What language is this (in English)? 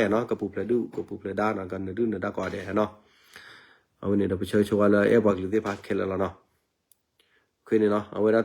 S'gaw Karen